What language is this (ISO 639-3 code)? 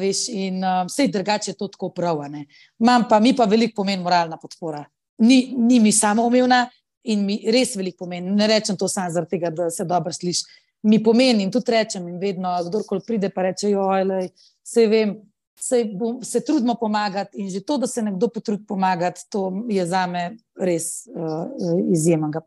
slv